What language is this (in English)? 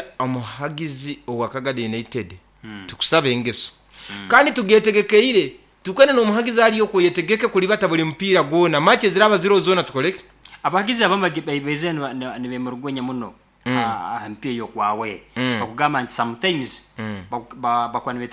Nyoro